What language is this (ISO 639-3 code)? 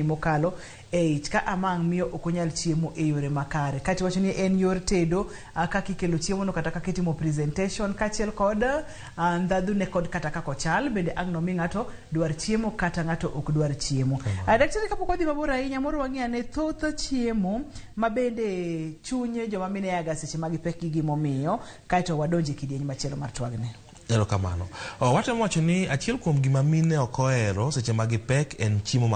luo